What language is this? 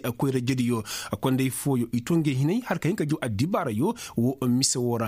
Koyraboro Senni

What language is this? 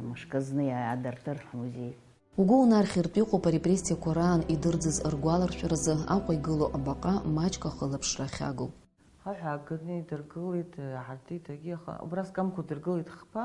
Abkhazian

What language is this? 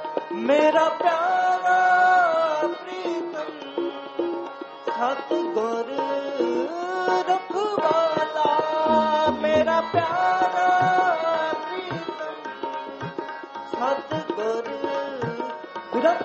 Punjabi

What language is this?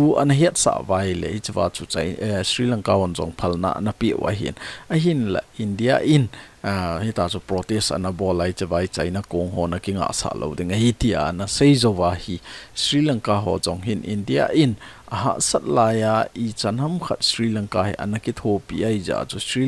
Thado Chin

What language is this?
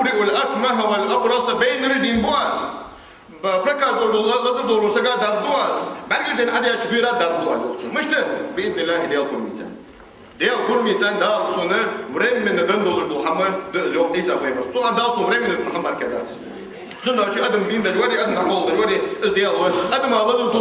Ingush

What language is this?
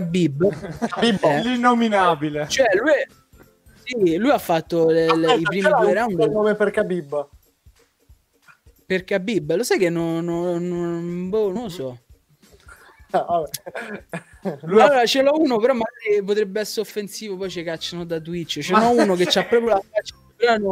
Italian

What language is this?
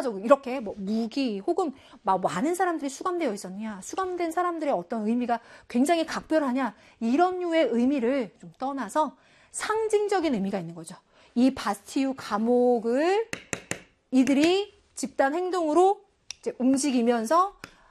Korean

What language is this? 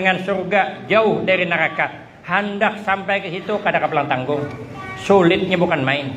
Banjar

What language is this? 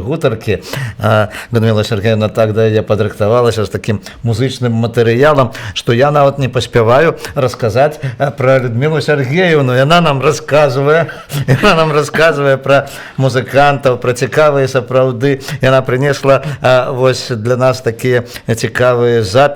Belarusian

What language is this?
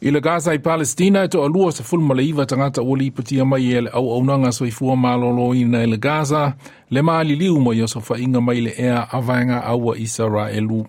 Samoan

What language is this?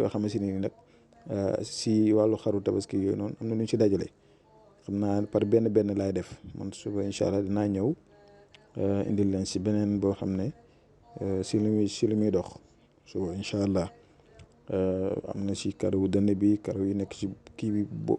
Wolof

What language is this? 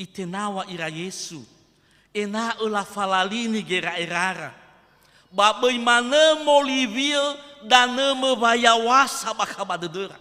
Nias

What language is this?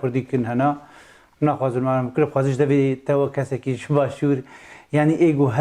Kurdish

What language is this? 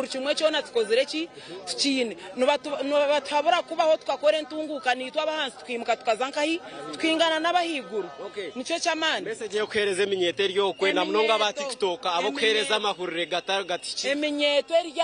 Nyankole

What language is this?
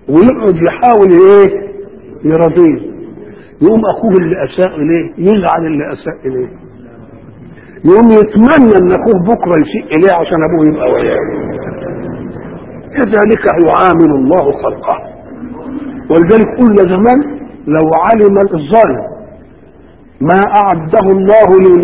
Egyptian Arabic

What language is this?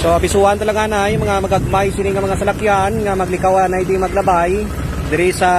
Hiligaynon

